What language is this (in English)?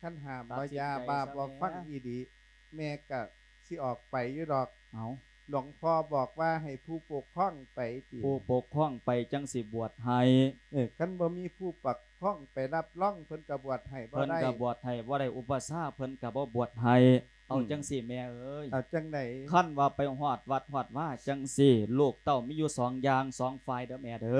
Lao